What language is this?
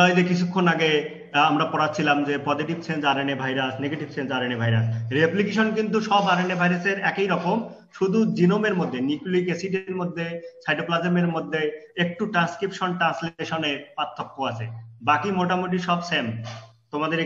Bangla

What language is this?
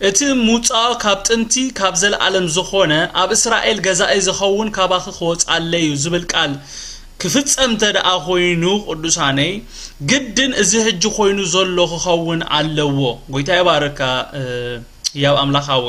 Tigrinya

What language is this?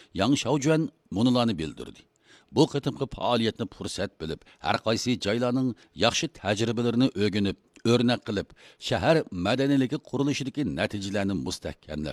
Uyghur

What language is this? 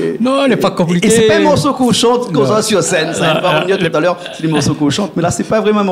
Réunion Creole French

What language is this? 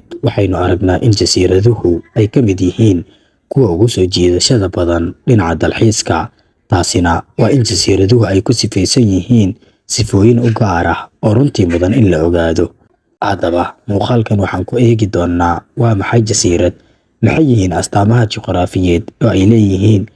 Somali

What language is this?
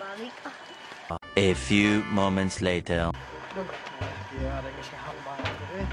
Sundanese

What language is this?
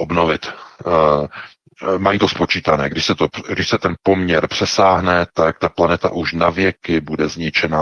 Czech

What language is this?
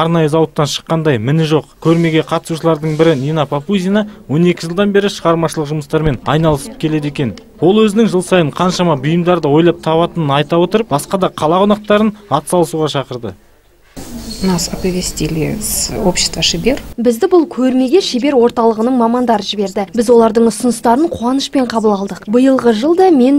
Kazakh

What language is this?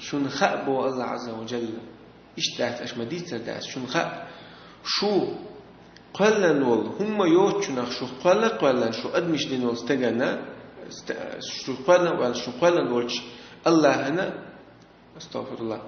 Chechen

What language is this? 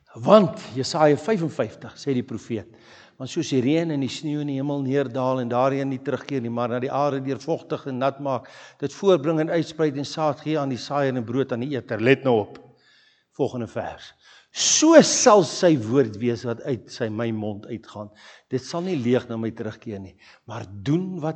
Afrikaans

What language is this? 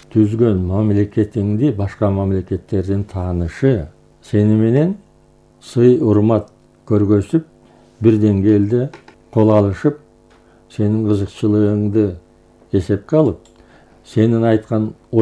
Kyrgyz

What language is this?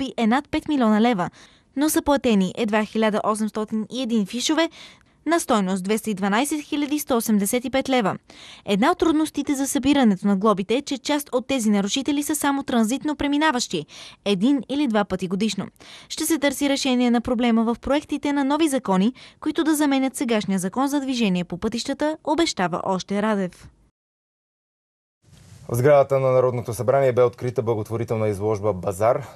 Bulgarian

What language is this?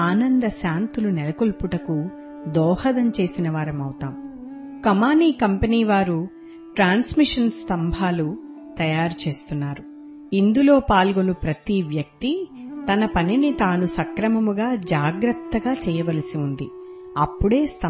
Telugu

